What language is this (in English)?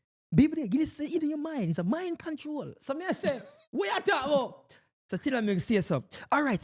Jamaican Creole English